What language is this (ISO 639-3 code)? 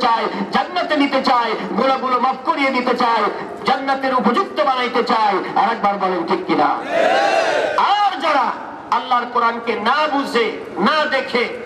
ben